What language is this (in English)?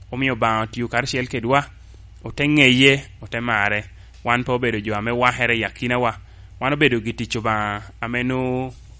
Lango (Uganda)